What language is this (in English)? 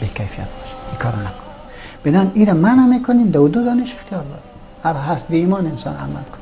Persian